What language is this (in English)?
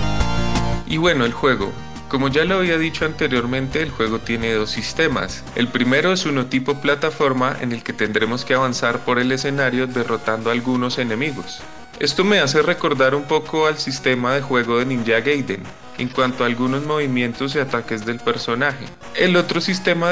Spanish